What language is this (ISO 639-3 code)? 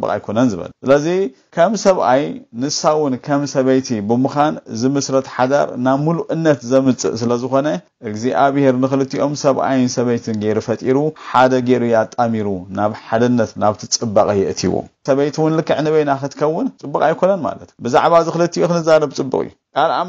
tir